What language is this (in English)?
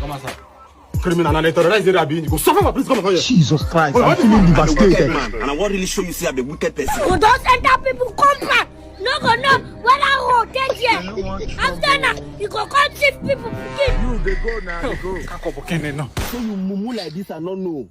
Nigerian Pidgin